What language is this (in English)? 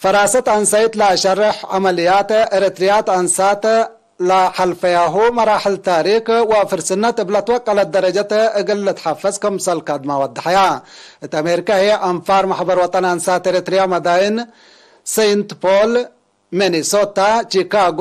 Tigre